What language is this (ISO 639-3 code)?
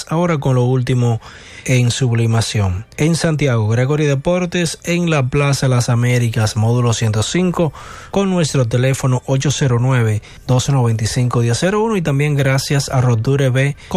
spa